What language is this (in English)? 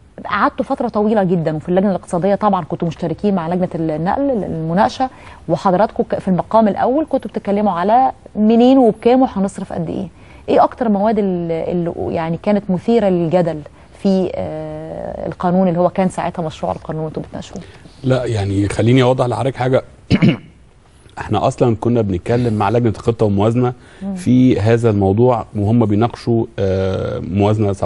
Egyptian Arabic